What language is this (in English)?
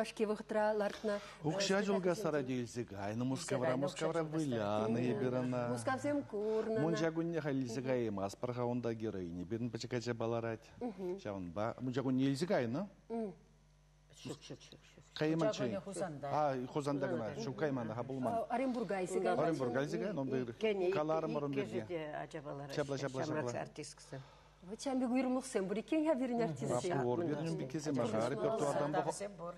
Chuvash